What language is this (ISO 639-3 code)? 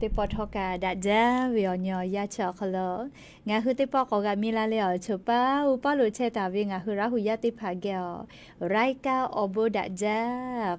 lhu